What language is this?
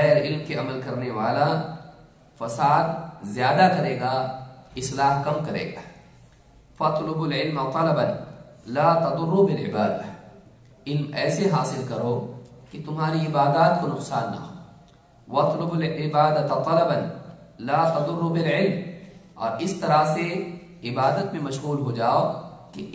Urdu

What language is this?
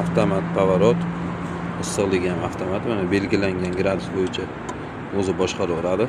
Uzbek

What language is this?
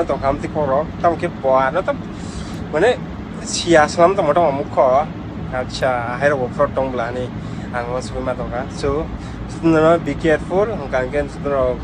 Kok Borok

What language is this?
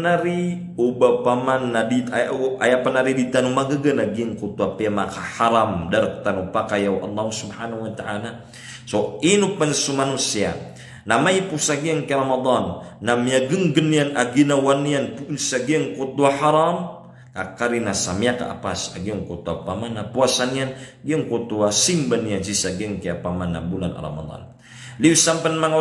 Maranao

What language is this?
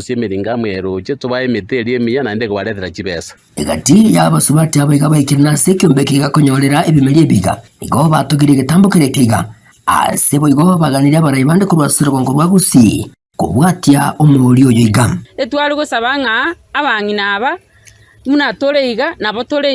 Gusii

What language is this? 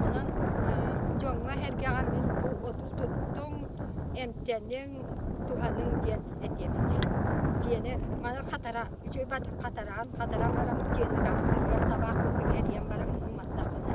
Yakut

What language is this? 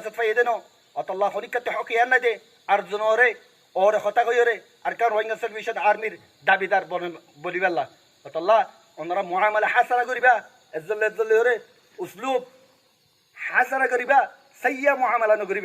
Rohingya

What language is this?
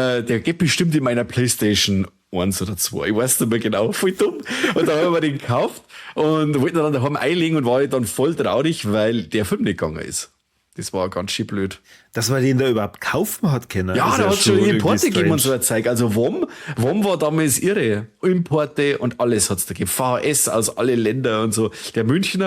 Bavarian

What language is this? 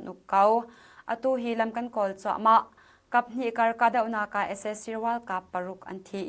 Hakha Chin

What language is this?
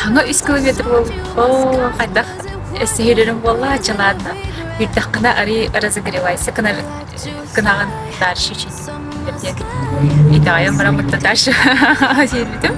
Yakut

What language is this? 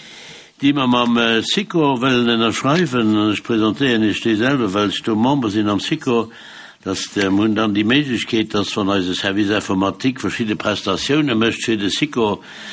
Luxembourgish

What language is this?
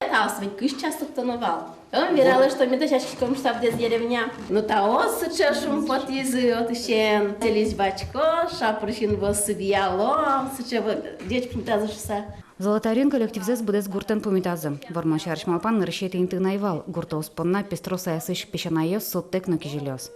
Udmurt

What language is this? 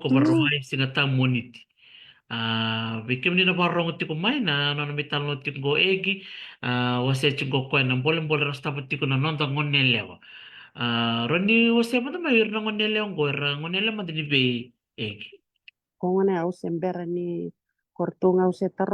Fijian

